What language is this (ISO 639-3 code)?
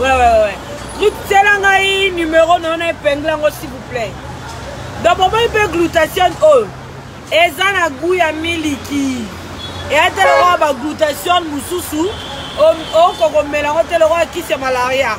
lin